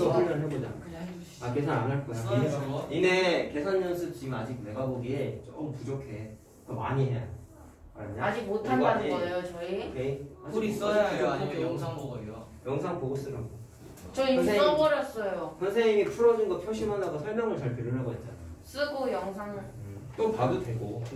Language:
Korean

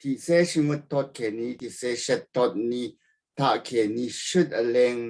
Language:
Rawang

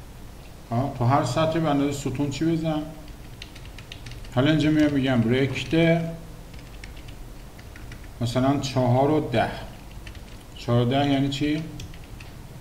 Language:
Persian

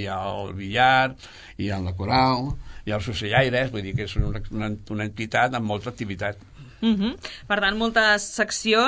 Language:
Catalan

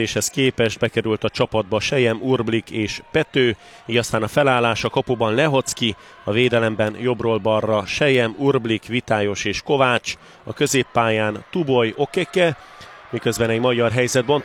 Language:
Hungarian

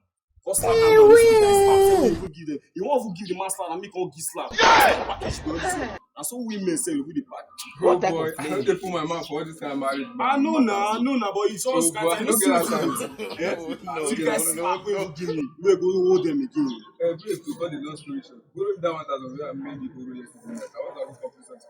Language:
Nigerian Pidgin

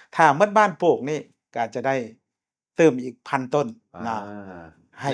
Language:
Lao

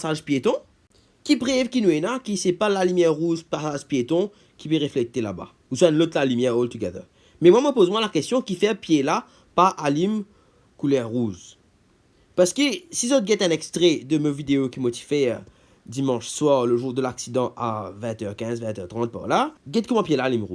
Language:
Morisyen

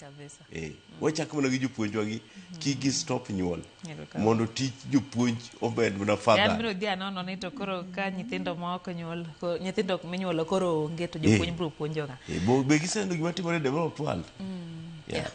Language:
Luo (Kenya and Tanzania)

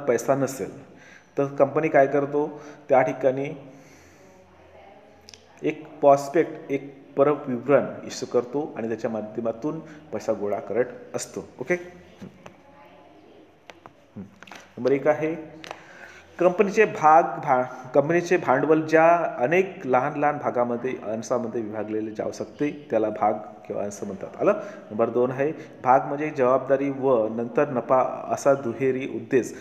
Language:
Marathi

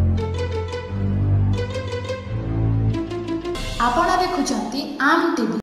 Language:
Odia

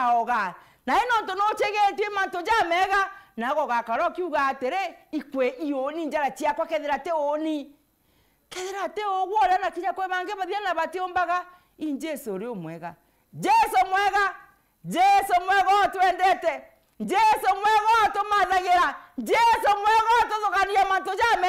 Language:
Meru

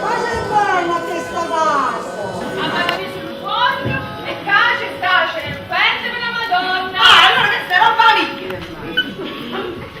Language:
Neapolitan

